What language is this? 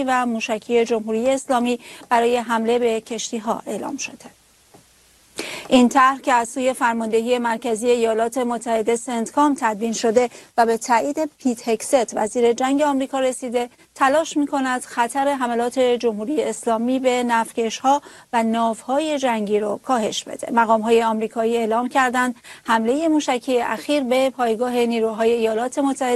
Persian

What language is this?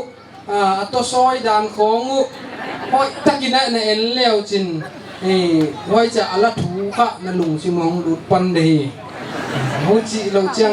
Paite Chin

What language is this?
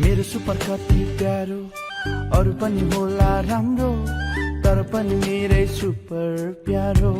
Newari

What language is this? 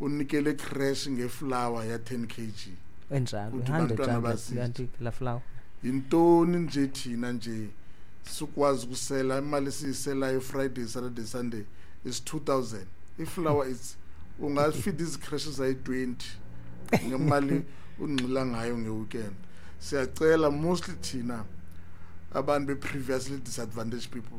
Xhosa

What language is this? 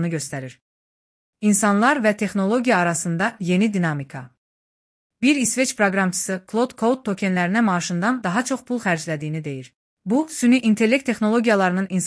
Azerbaijani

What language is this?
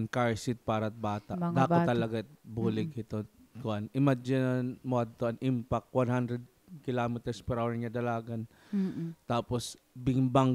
Waray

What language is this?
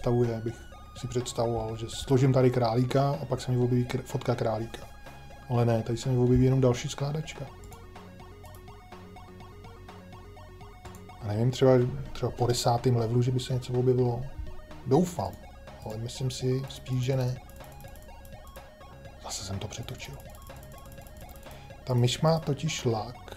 Czech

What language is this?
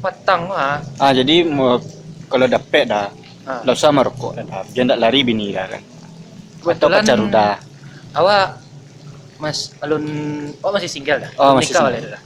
Minangkabau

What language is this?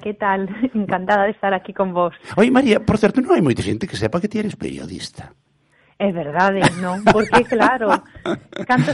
Galician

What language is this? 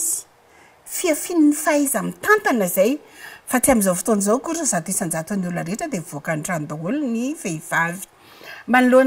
Malagasy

